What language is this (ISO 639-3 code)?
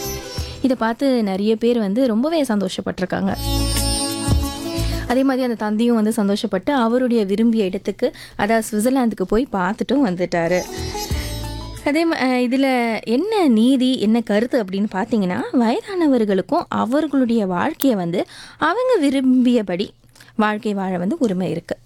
tam